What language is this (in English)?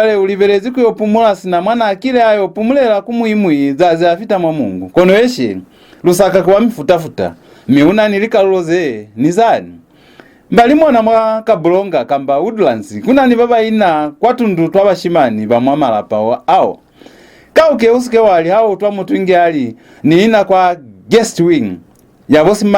Lozi